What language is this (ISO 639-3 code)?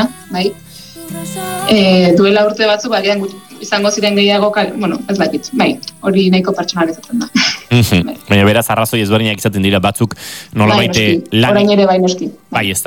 eus